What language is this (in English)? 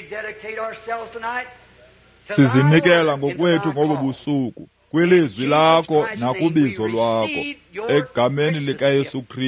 Xhosa